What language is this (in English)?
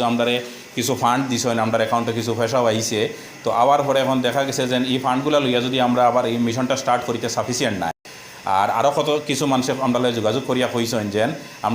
Sylheti